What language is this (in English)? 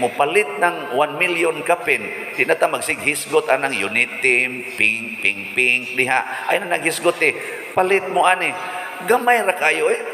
Cebuano